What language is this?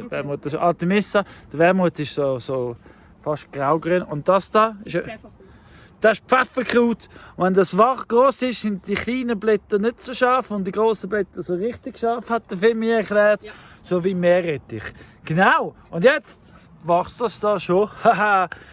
Swiss German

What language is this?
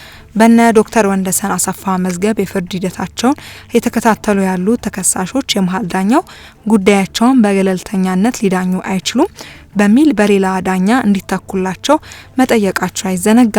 Amharic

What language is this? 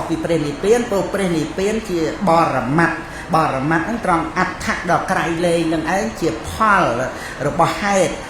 Khmer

